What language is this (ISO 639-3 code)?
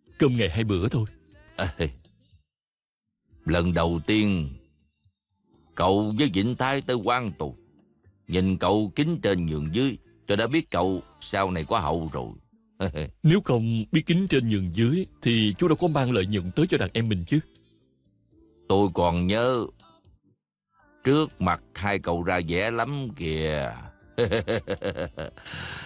vie